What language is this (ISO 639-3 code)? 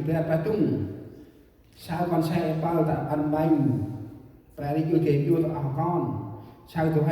cmo